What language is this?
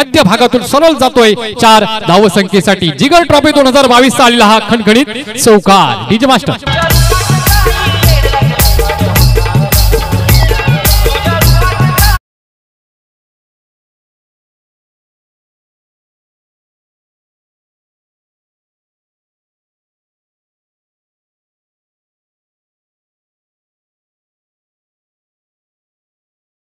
Marathi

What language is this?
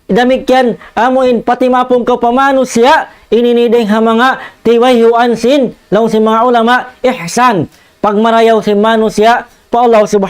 Tausug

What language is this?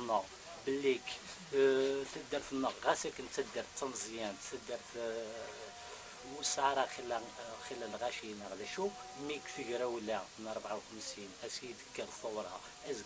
Kabyle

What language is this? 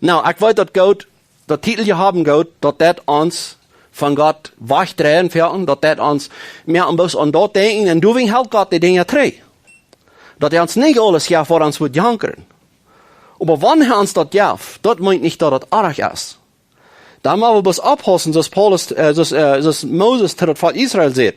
Plautdietsch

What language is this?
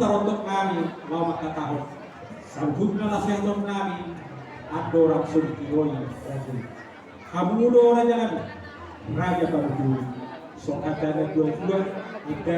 Batak Toba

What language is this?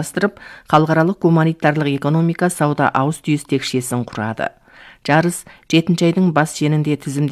Kazakh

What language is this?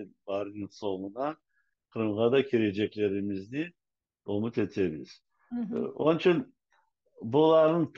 Crimean Tatar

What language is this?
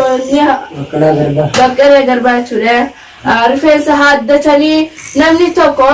Oromo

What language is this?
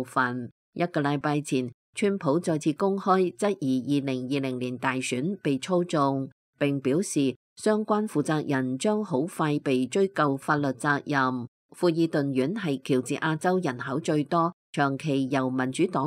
Cantonese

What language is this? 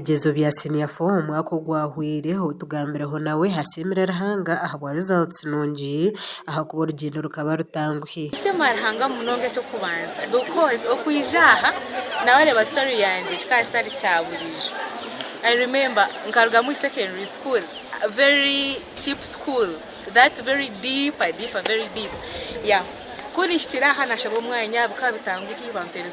Nyankole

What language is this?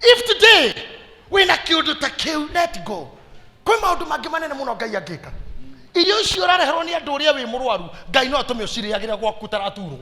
Kikuyu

